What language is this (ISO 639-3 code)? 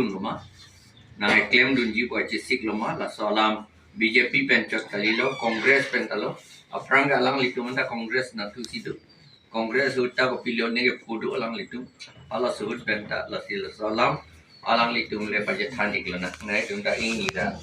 mjw